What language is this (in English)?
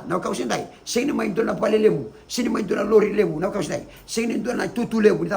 Fijian